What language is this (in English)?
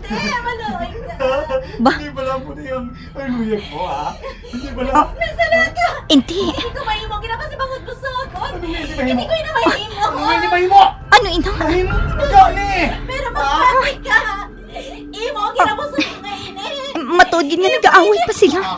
Hiligaynon